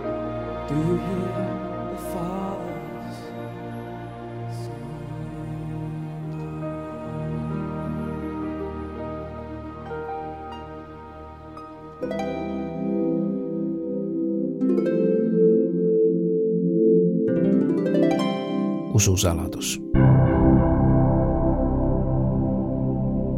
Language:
Estonian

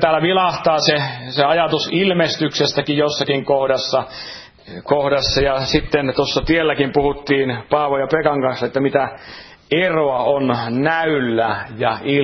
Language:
Finnish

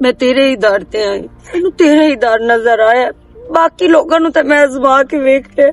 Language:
Western Panjabi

